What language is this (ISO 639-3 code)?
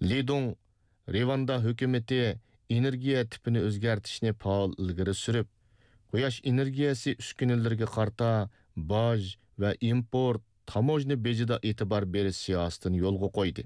uig